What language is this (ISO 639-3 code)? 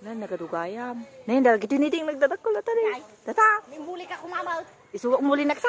ilo